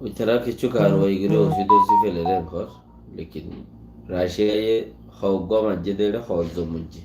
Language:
Rohingya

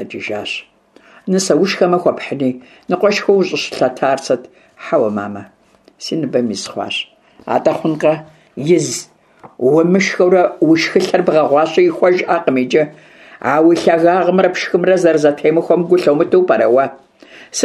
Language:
Kabardian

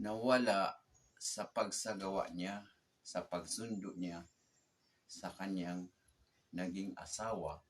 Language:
Maranao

